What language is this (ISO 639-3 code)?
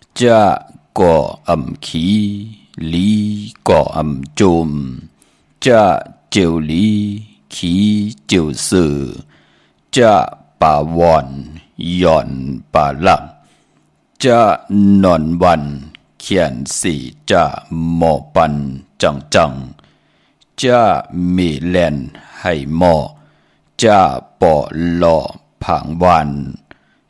shn